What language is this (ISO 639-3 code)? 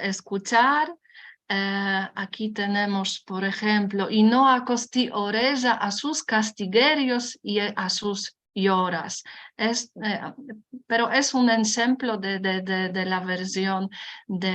lad